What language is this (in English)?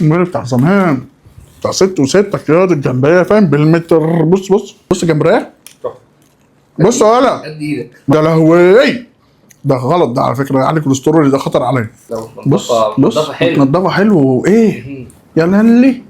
Egyptian Arabic